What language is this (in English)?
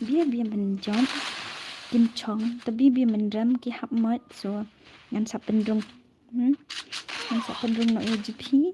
Khasi